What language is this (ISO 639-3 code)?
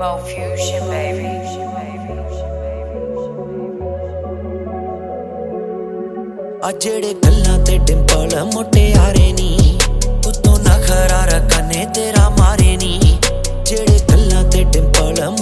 pan